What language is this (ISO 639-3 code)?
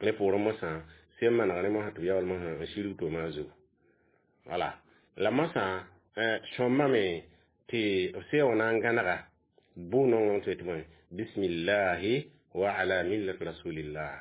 mos